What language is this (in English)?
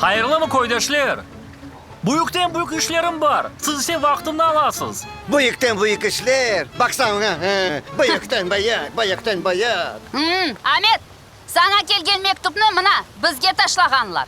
Crimean Tatar